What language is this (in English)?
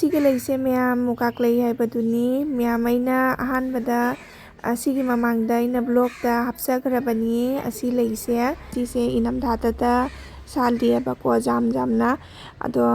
Manipuri